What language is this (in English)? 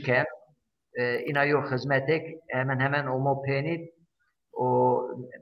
Zaza